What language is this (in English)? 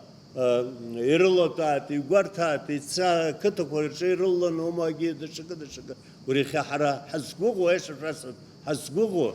Abkhazian